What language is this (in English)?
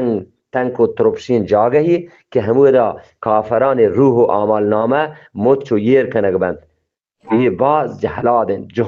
Eastern Balochi